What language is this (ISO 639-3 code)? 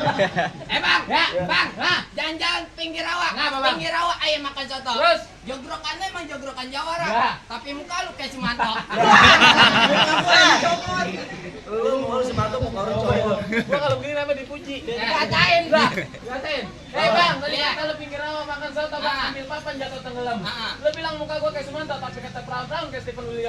bew